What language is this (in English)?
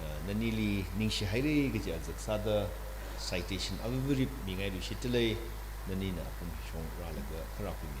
Tangkhul Naga (India)